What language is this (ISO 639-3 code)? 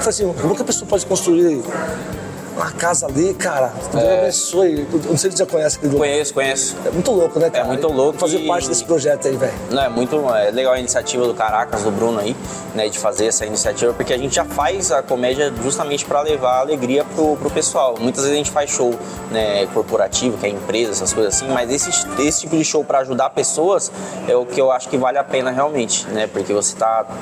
por